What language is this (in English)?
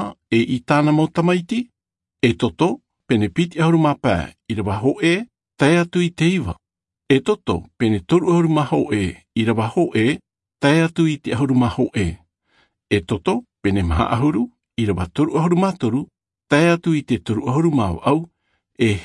Tahitian